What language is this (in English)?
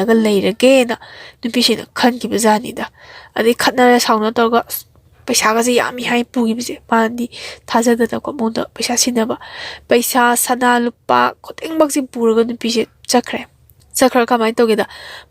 Manipuri